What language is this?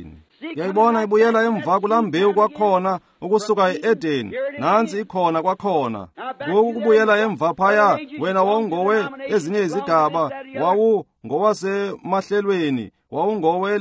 Xhosa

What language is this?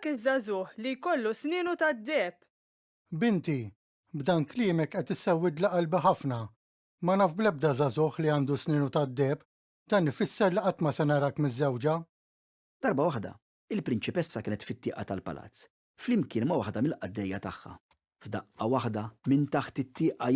Maltese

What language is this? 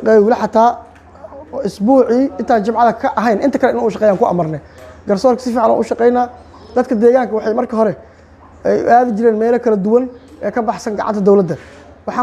Somali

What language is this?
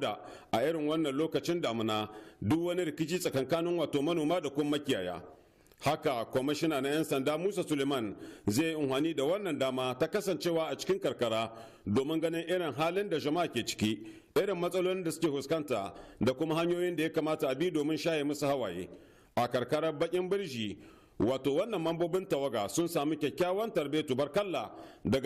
Hausa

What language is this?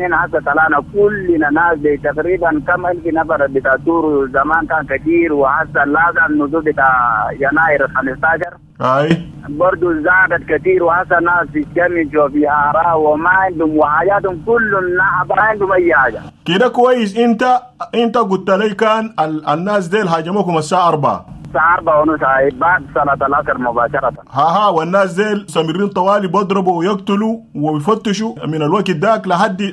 Sudanese Arabic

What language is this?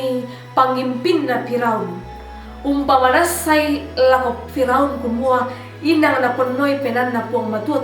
Toraja-Sa'dan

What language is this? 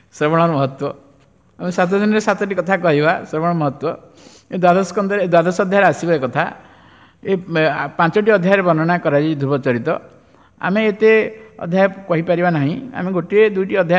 Odia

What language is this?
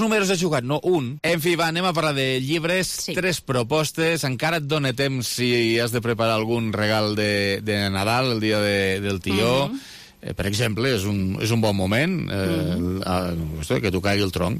Catalan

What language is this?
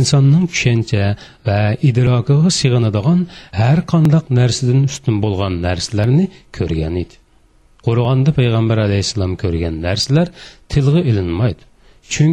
Uyghur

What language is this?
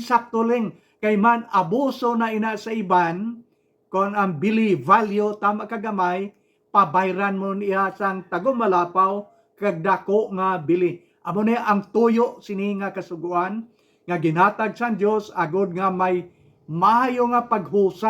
Hiligaynon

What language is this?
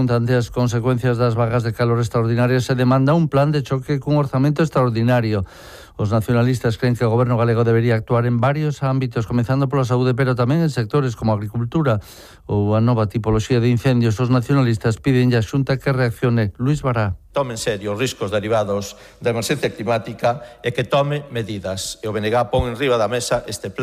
Galician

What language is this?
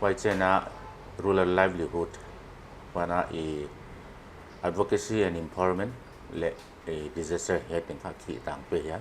Paite Chin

